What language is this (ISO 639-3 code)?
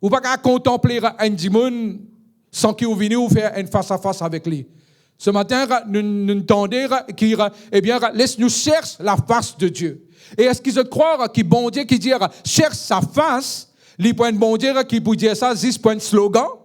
mfe